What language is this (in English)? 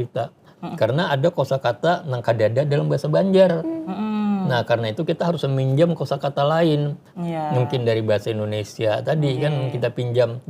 Banjar